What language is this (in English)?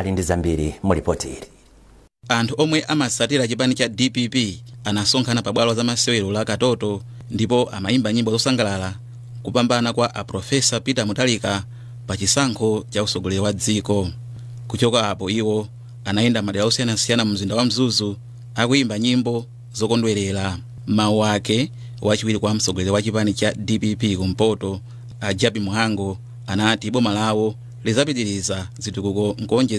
Nyanja